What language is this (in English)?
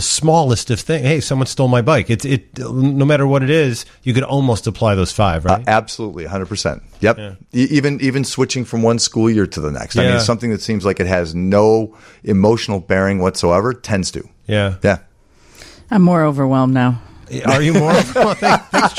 English